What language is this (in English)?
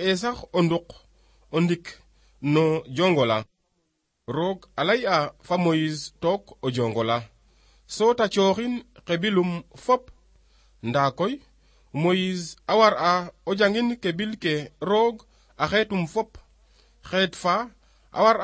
Serer